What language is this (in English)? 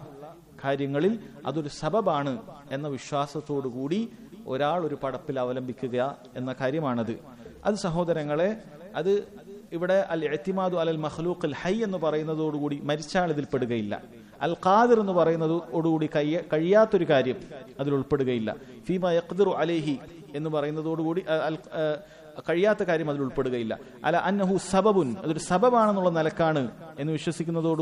Malayalam